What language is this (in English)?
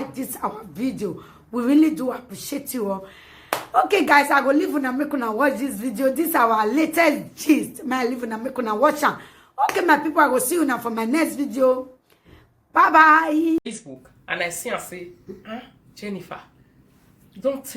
Nigerian Pidgin